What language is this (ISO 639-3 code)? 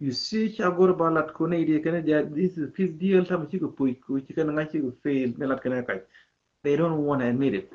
nus